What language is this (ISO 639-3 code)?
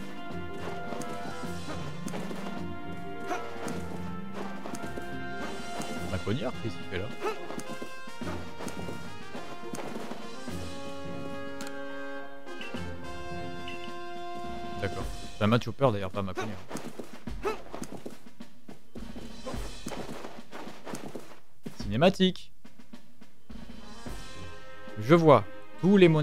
fra